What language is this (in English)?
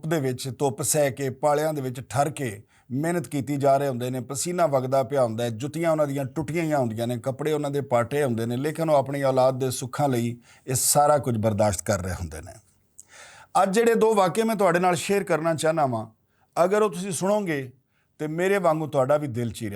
Western Panjabi